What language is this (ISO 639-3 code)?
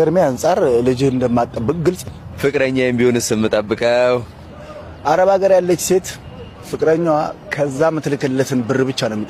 amh